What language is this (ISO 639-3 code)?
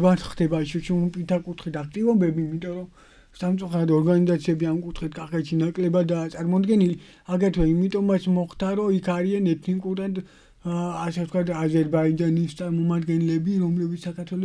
kat